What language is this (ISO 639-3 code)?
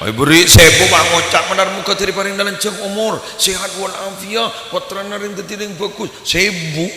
mad